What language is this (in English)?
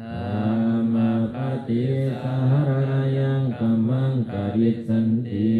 Pali